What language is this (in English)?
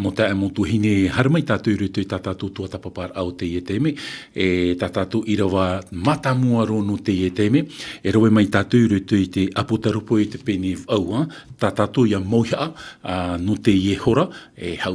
Tahitian